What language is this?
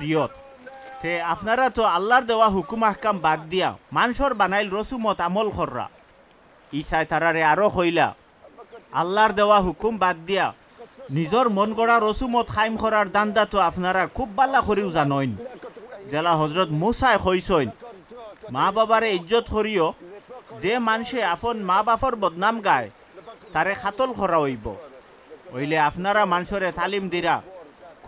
Sylheti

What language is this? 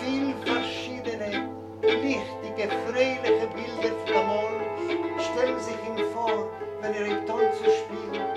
Yiddish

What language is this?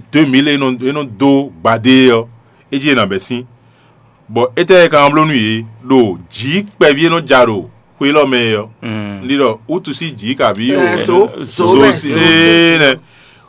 Fon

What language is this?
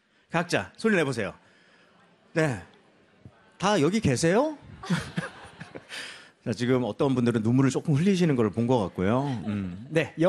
Korean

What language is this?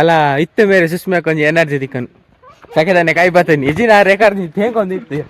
Tulu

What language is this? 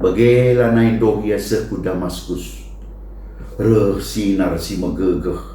Batak Karo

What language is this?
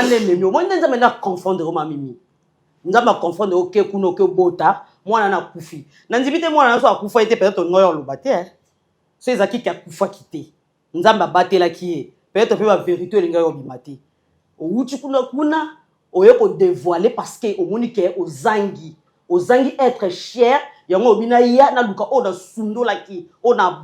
Lingala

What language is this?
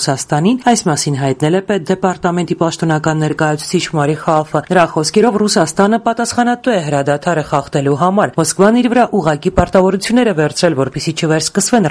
Armenian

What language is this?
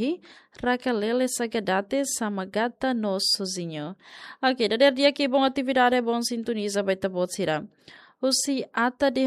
Tetum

